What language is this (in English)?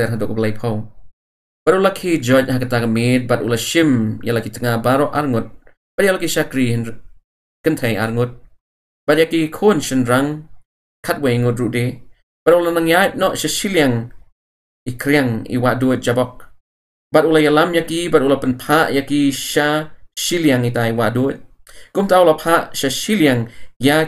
Khasi